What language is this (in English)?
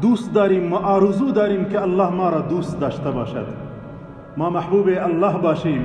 Tajik